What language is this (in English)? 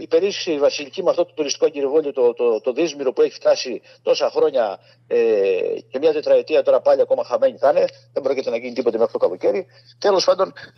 Greek